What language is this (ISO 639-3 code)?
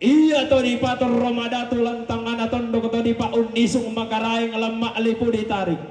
sda